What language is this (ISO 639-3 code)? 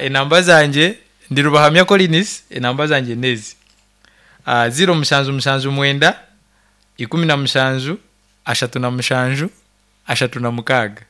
nyn